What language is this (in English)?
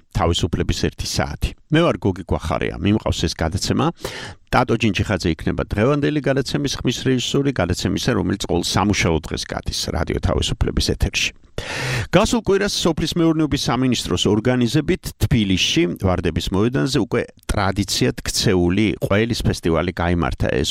Georgian